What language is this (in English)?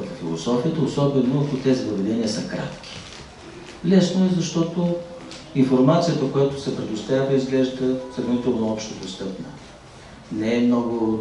Bulgarian